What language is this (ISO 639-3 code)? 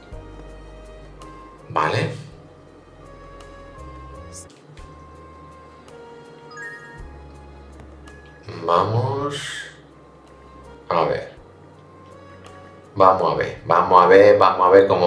spa